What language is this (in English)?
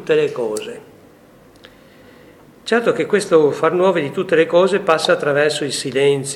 Italian